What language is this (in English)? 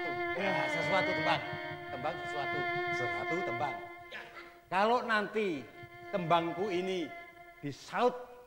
Banjar